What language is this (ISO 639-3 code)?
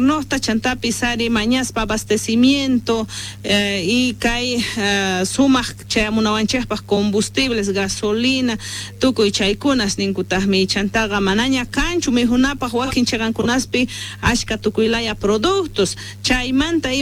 que